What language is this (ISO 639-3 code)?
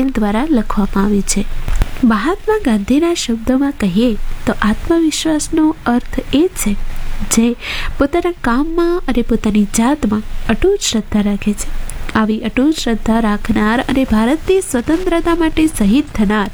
guj